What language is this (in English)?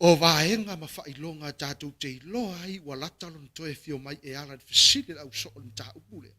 Samoan